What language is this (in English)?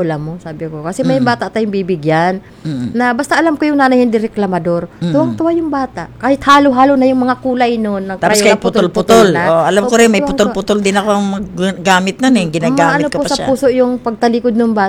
Filipino